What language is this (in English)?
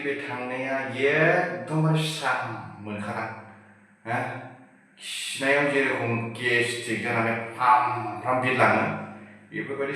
Bodo